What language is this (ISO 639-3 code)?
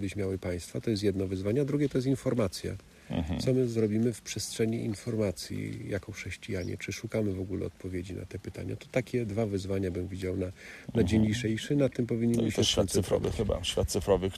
pol